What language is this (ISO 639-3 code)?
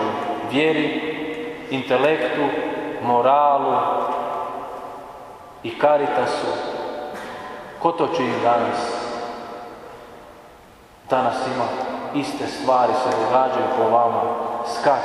hrv